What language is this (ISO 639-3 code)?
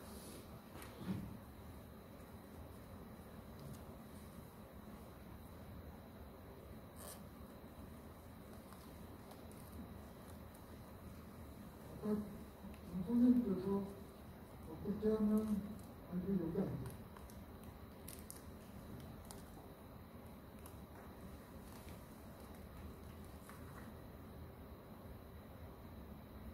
kor